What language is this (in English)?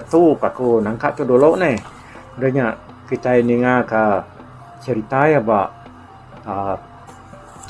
Iban